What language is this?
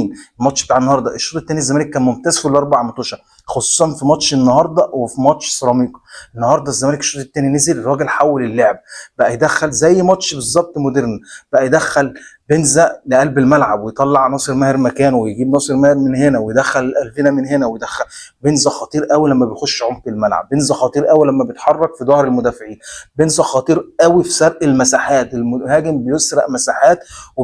Egyptian Arabic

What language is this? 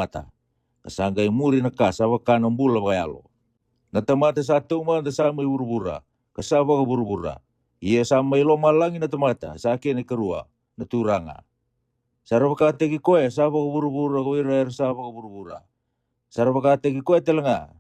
Fijian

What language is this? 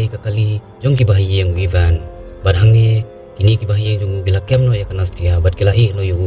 Khasi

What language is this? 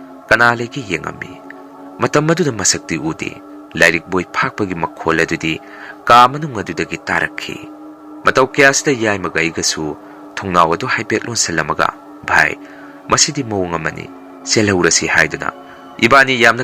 Manipuri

